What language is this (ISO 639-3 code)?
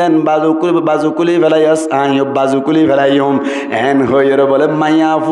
rhg